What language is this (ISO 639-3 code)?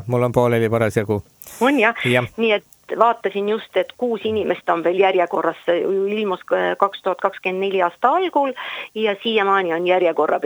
est